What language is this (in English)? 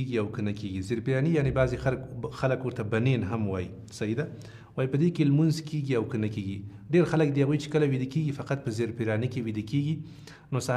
Pashto